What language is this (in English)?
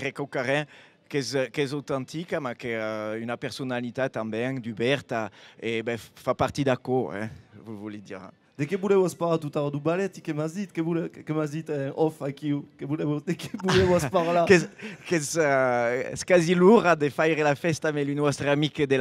Occitan